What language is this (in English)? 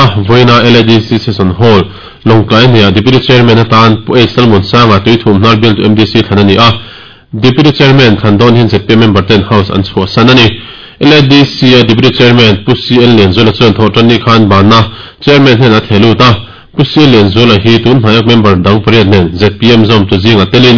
Mizo